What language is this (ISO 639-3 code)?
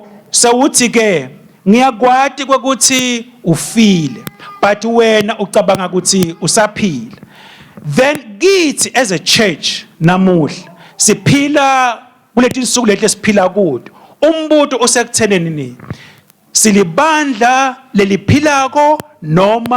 ssw